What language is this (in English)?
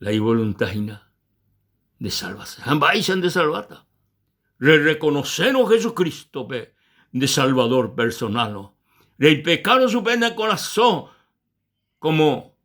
Guarani